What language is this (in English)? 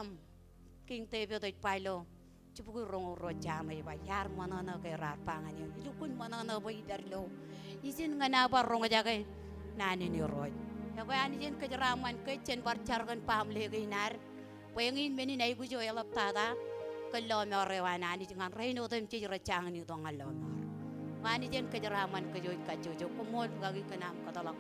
Marshallese